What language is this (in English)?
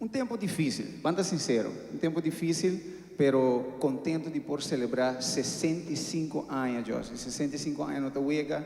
Papiamento